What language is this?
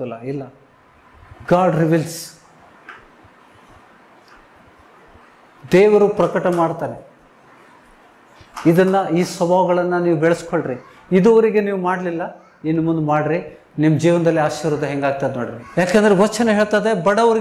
Kannada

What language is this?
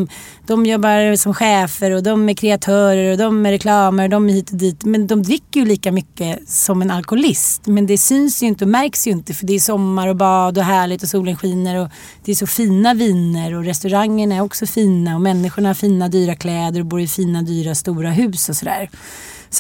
Swedish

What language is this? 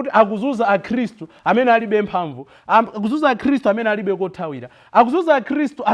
Nyanja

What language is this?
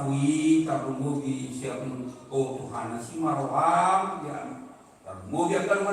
Batak Toba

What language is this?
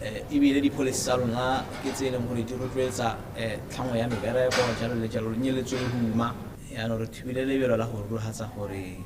Tswana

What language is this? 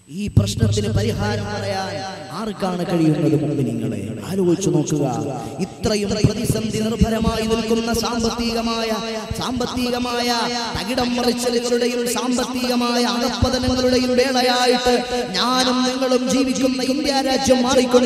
Malayalam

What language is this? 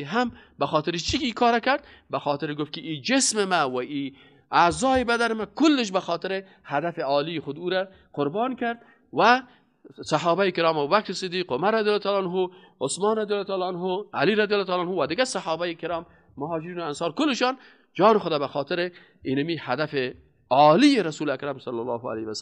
Persian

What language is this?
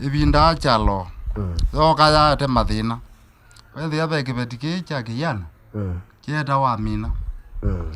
Kamba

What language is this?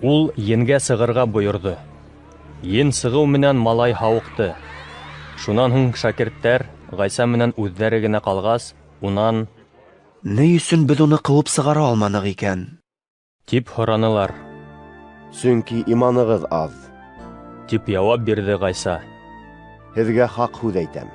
Bashkir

